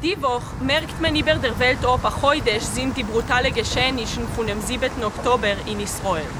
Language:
Yiddish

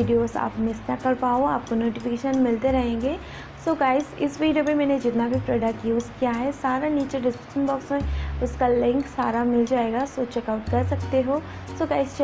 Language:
Hindi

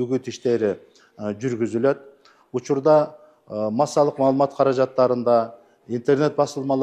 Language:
Kyrgyz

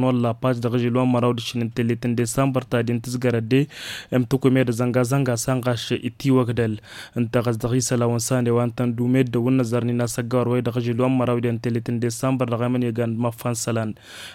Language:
Tamasheq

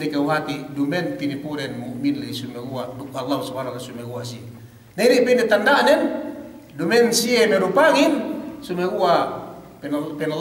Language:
Yakan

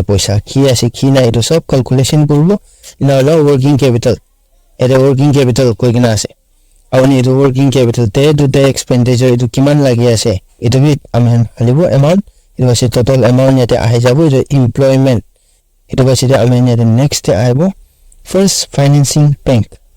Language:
Naga Pidgin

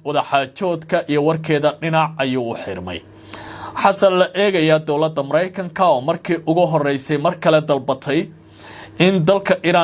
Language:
Somali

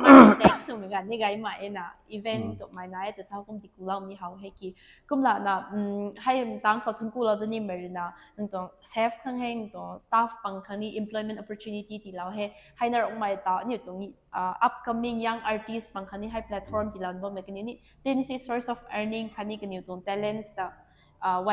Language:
Rongmei Naga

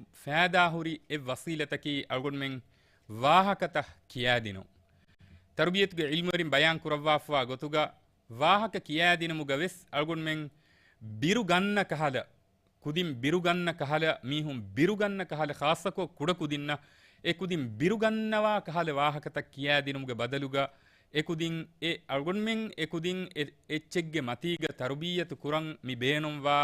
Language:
Divehi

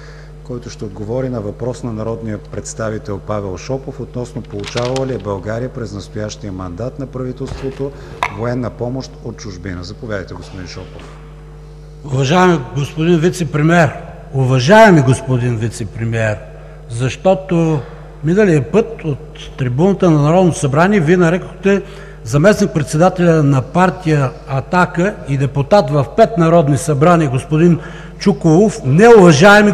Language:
Bulgarian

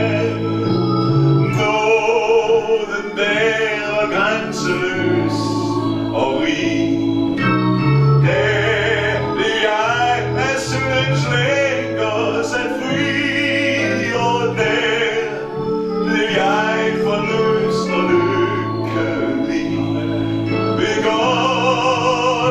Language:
Danish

